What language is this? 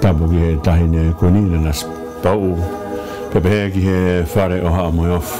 Tongan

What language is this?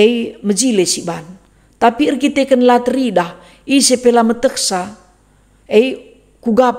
Batak Karo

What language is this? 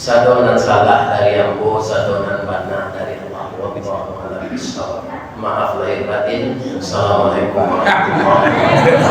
Minangkabau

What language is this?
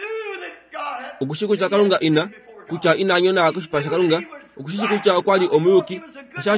Kuanyama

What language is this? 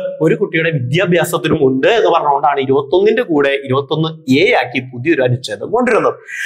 Malayalam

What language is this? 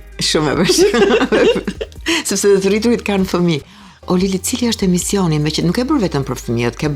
Albanian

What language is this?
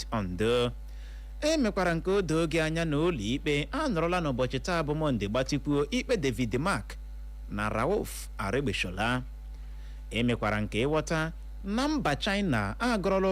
Igbo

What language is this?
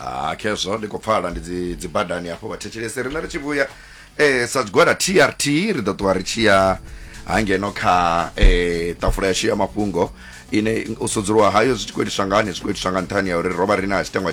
Venda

